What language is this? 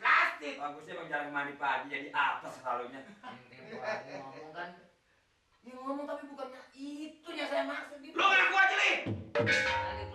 Betawi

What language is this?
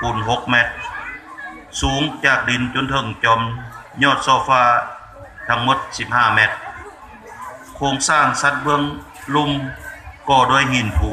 Lao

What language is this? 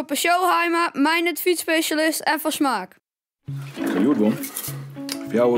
Western Frisian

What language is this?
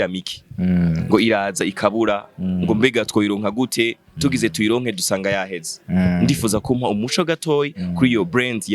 Rundi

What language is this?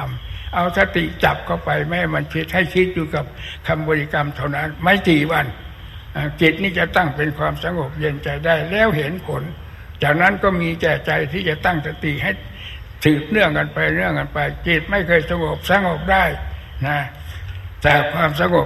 Thai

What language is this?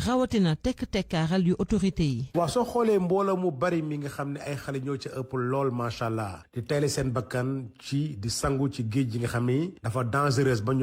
Wolof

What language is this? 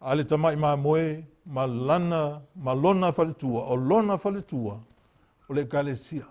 Samoan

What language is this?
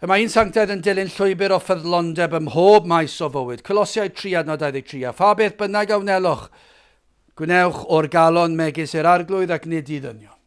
Welsh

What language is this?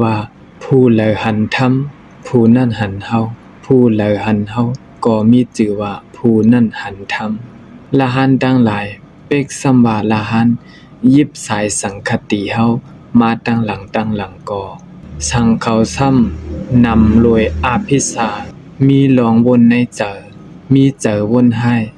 Shan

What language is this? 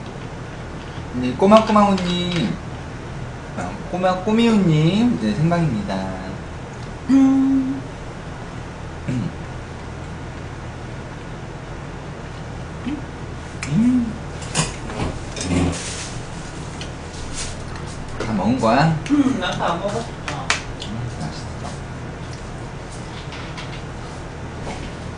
Korean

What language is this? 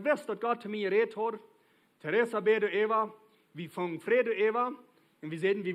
Plautdietsch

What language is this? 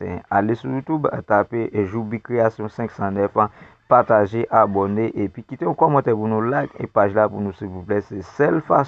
Haitian Creole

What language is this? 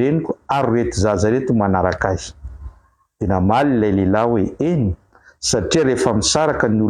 Malagasy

